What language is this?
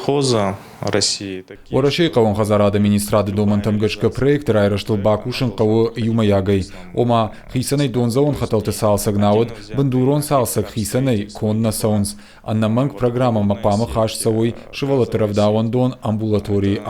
Ossetic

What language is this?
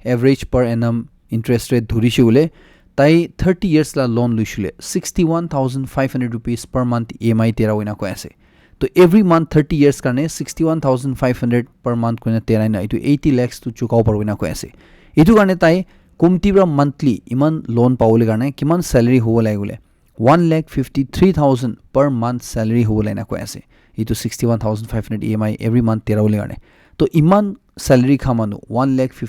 Naga Pidgin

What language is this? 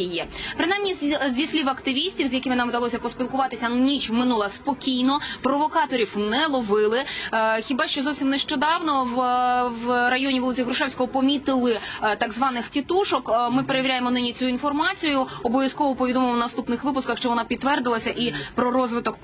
Ukrainian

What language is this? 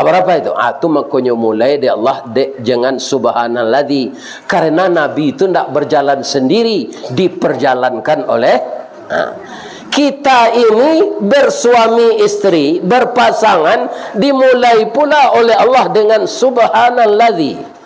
Minangkabau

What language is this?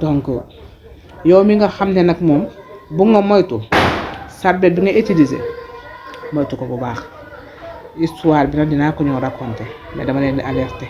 Wolof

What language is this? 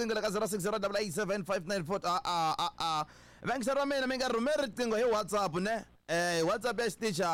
Tsonga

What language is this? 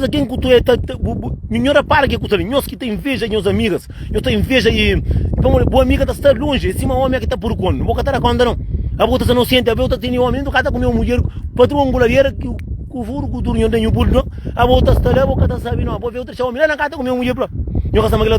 Kabuverdianu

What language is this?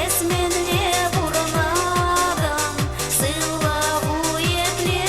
Chuvash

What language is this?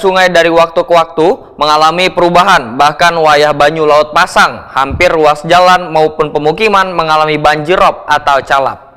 Banjar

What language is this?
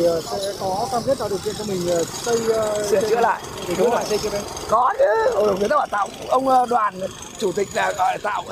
Vietnamese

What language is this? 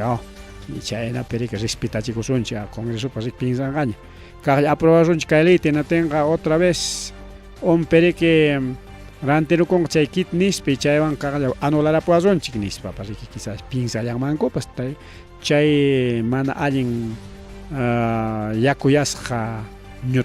Ayacucho Quechua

